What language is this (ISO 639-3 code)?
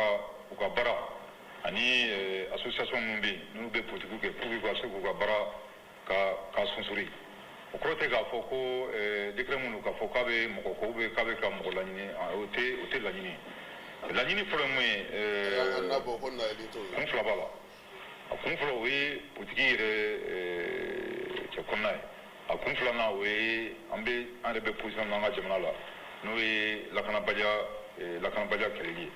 bam